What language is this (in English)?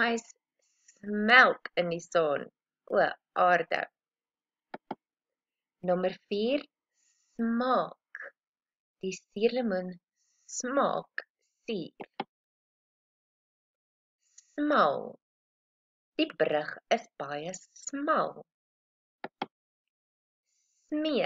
Afrikaans